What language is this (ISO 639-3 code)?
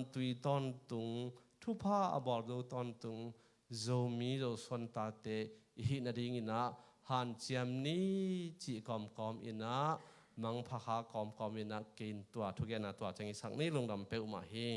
ctd